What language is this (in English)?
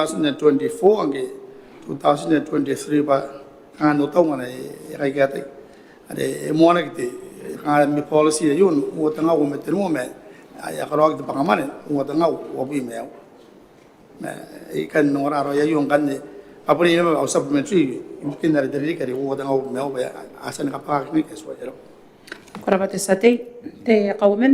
Gilbertese